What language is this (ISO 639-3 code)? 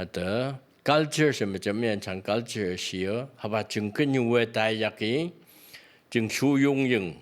nph